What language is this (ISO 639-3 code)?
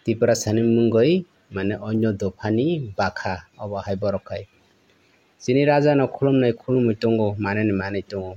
trp